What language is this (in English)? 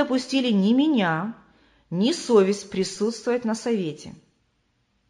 Russian